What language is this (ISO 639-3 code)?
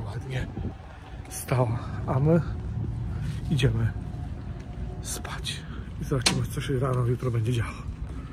pol